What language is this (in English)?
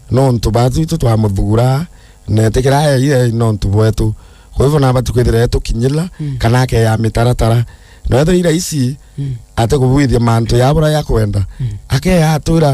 Meru